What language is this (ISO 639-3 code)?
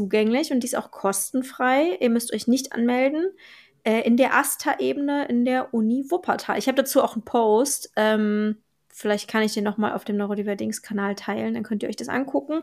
deu